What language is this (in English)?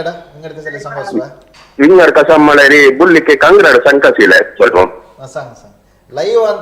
Konkani